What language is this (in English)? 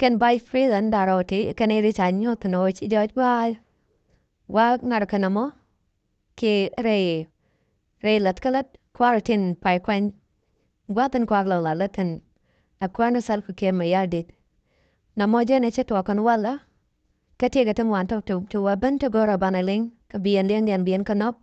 Nuer